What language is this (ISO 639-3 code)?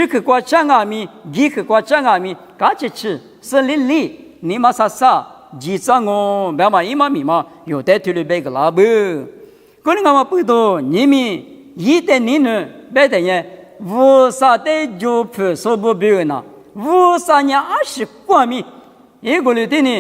lis